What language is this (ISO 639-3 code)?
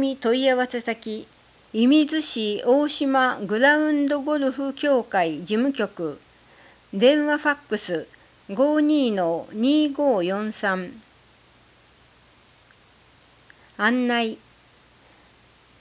jpn